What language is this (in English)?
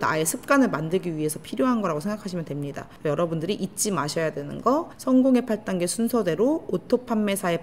Korean